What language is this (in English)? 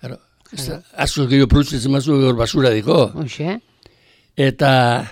Basque